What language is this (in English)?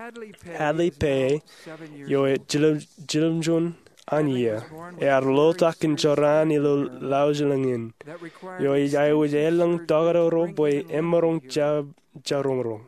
Marshallese